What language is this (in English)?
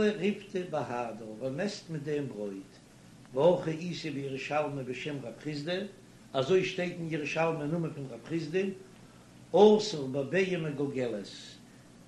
Yiddish